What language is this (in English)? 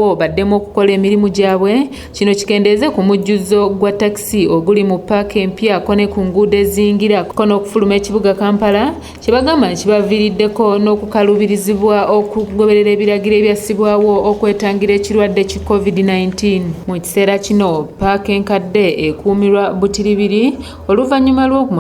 Ganda